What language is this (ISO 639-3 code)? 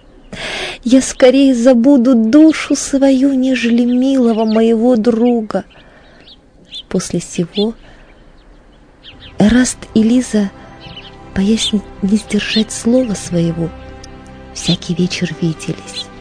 rus